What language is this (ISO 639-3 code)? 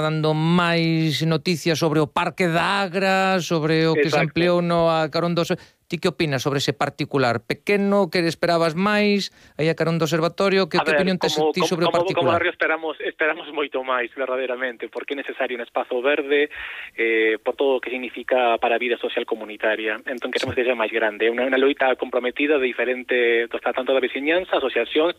glg